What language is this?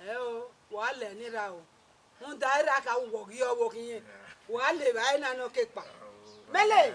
Bini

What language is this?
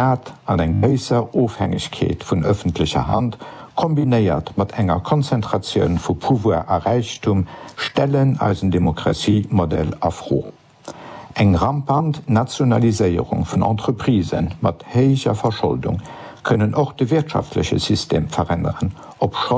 Luxembourgish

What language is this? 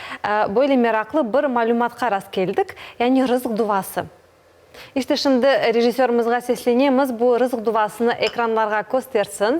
Crimean Tatar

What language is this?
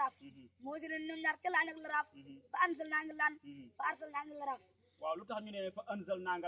Wolof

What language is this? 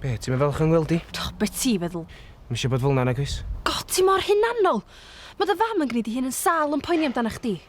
Welsh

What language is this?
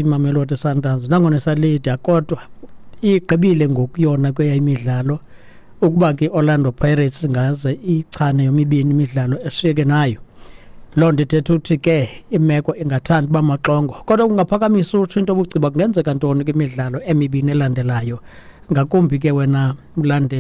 Xhosa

